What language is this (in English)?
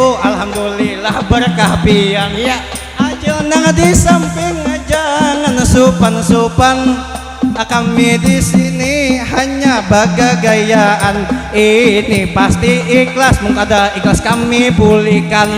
Banjar